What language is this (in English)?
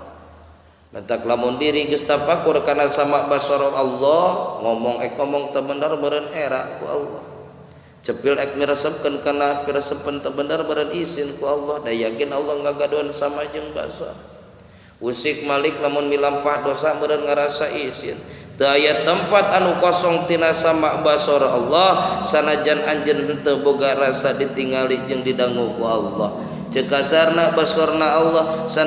Sundanese